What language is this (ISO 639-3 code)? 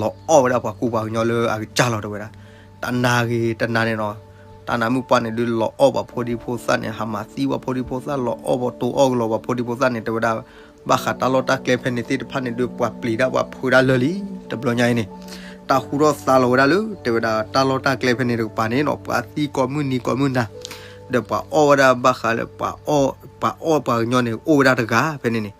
ksw